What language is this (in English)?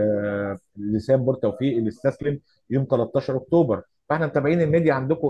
Egyptian Arabic